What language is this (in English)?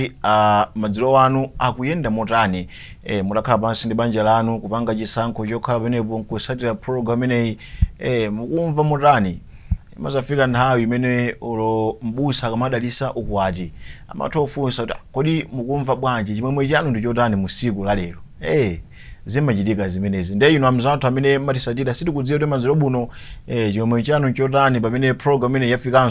Nyanja